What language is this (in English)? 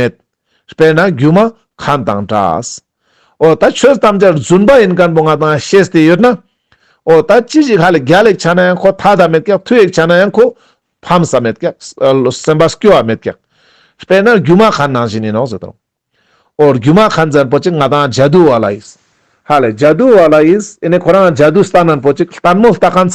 Ladakhi